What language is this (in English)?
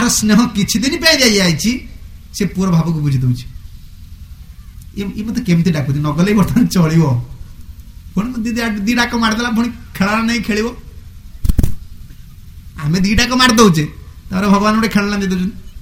Odia